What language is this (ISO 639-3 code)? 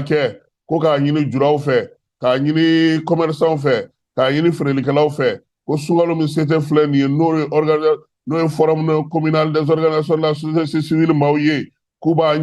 bam